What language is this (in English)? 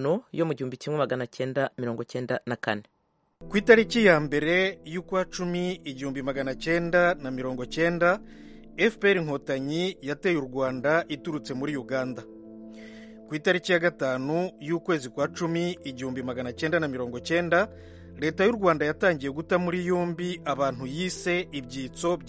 Kinyarwanda